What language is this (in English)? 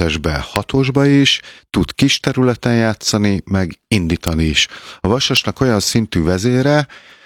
Hungarian